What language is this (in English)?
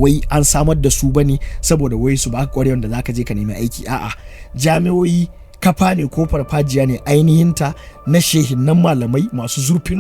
Hausa